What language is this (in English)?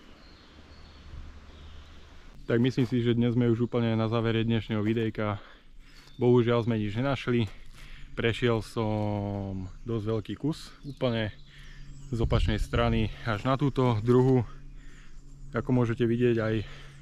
Slovak